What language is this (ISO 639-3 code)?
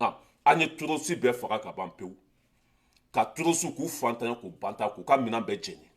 bam